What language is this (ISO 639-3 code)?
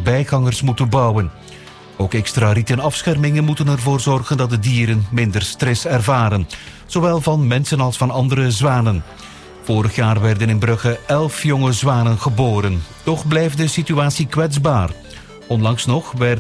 nld